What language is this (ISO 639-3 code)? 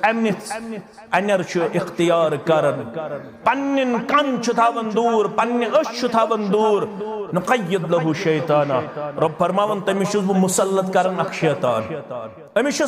kas